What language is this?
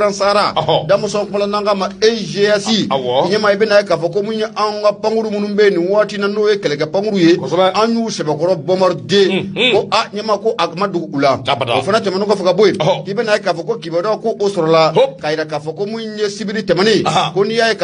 Bambara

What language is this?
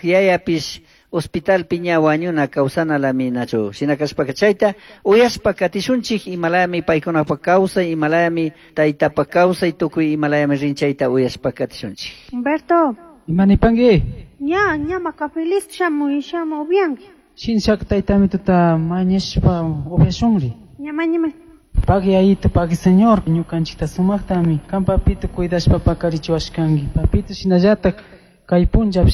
Chimborazo Highland Quichua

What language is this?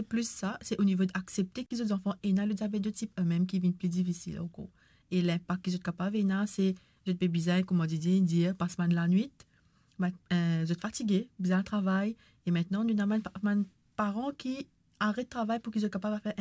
Morisyen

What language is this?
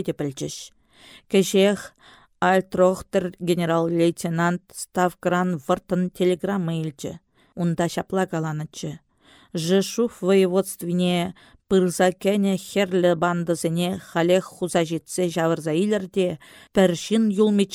Chuvash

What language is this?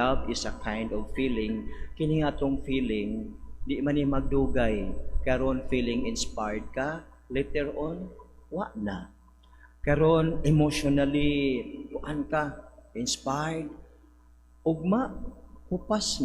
Cebuano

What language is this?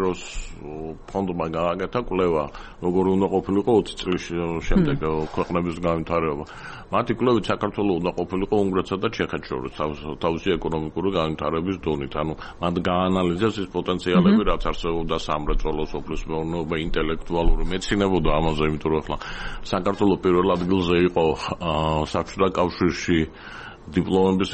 Georgian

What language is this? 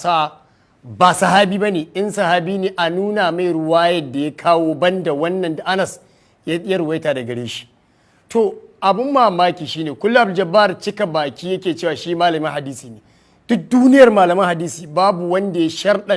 Hausa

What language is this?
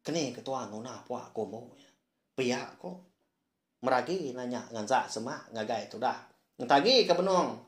Iban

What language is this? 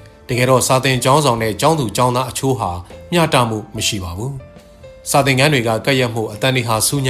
Burmese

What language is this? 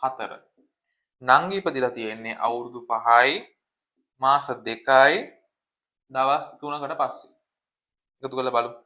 Sinhala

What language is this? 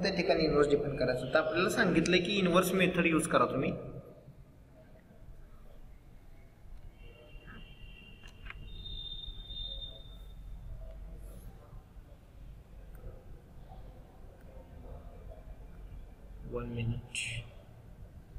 Marathi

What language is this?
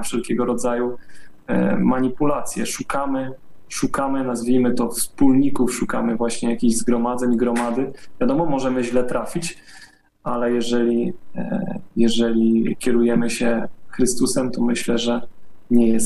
Polish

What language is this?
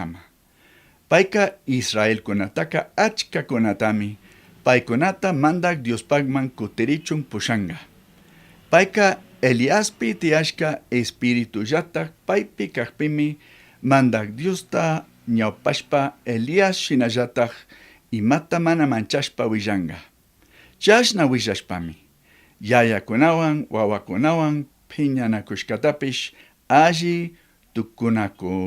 Chimborazo Highland Quichua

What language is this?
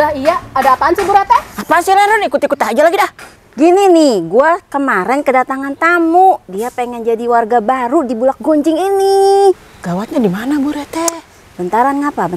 Betawi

